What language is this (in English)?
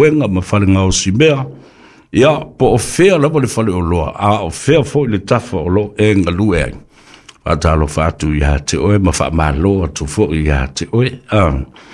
Samoan